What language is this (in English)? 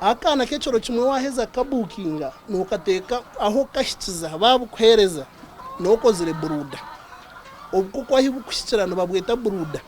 Nyankole